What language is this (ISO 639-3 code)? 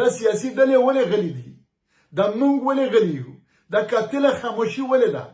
pus